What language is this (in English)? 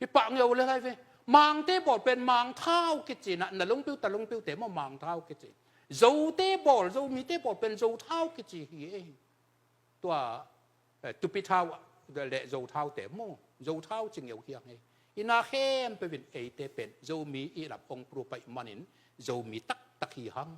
Tedim Chin